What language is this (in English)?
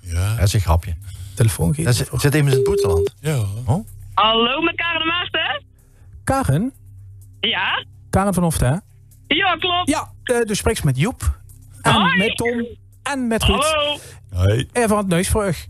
Limburgish